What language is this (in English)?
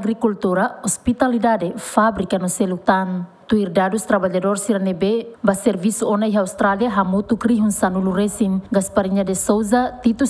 Tetum